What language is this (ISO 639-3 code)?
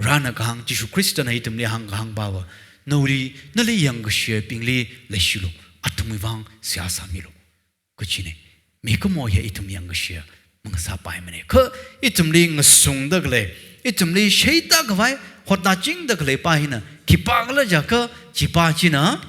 nmf